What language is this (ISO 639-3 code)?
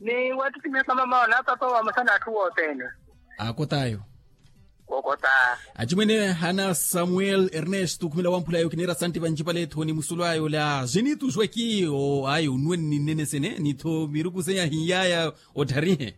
vmw